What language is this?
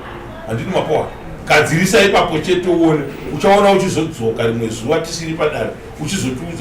Shona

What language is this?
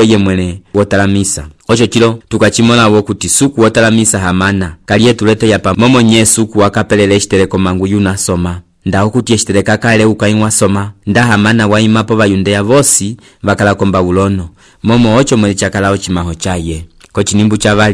Umbundu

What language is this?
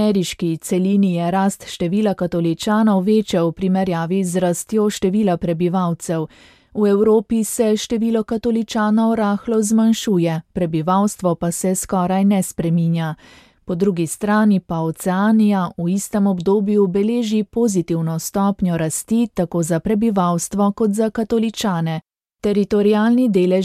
Slovenian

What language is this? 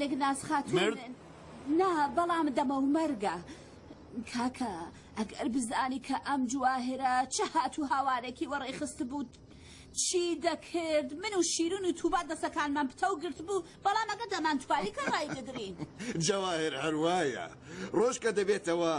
Central Kurdish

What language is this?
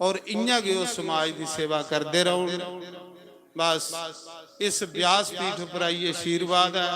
Dogri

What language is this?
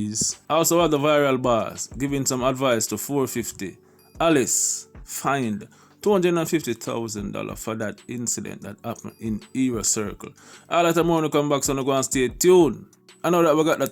Jamaican Creole English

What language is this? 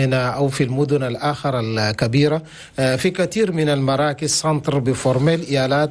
Chadian Arabic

